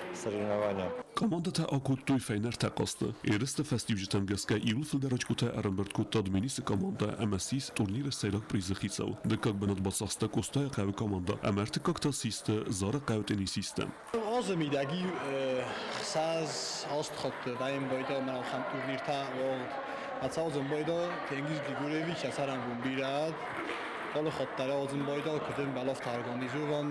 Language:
Ossetic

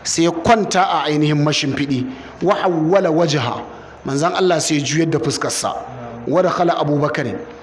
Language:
Hausa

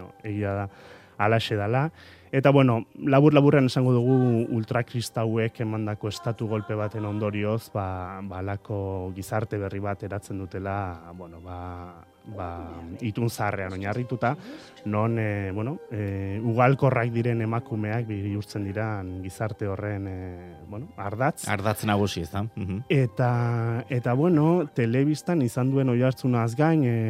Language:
Basque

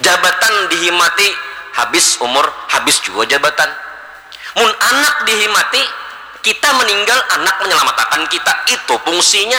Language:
Banjar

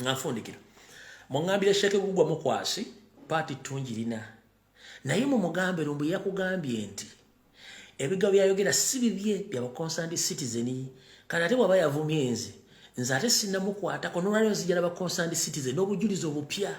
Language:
Ganda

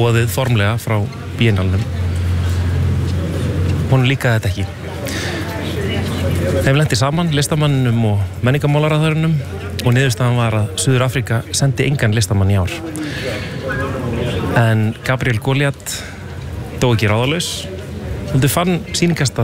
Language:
Icelandic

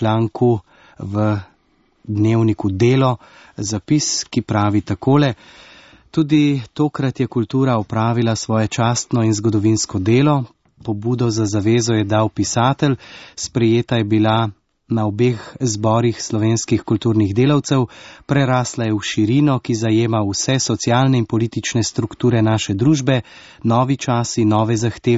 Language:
Slovenian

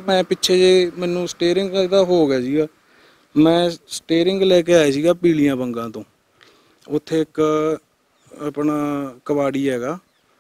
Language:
Punjabi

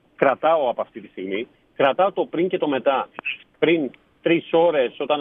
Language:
Greek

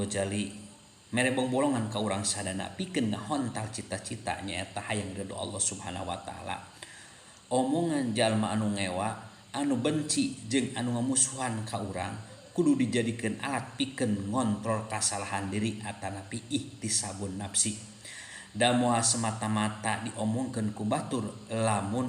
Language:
Sundanese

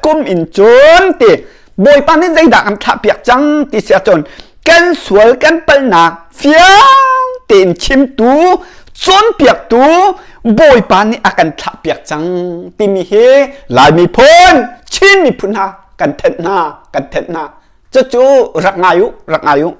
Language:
Hakha Chin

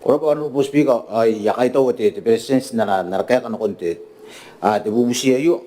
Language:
Gilbertese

